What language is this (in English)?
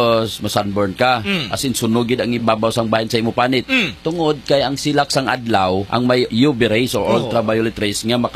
Hiligaynon